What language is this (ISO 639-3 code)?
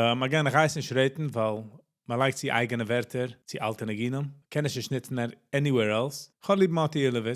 yid